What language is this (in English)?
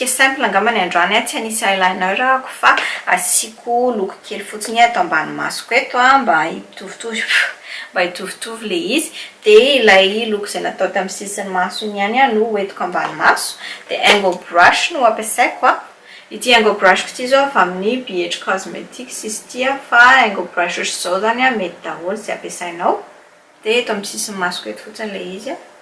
Malagasy